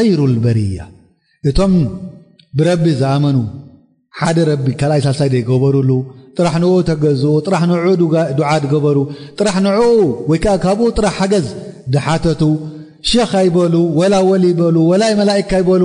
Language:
Tigrinya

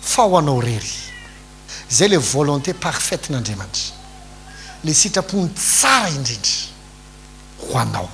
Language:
Malagasy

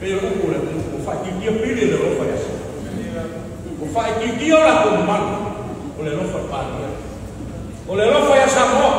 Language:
Samoan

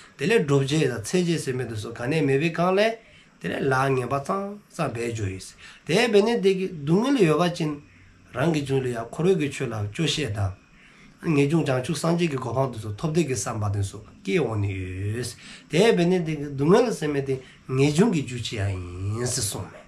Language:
Dzongkha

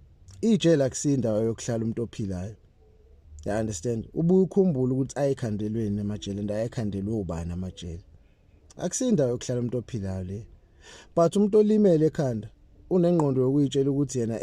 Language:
Zulu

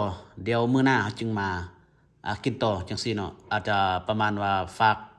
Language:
Lao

